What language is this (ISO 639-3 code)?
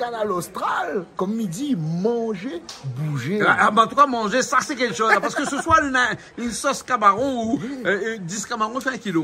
rcf